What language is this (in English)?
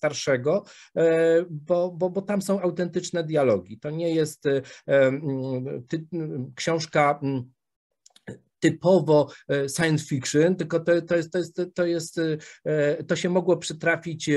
Polish